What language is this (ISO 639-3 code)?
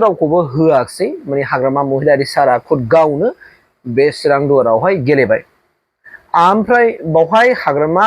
brx